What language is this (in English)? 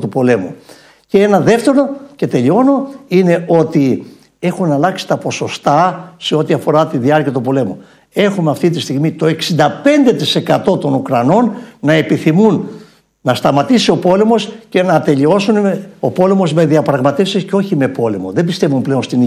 Greek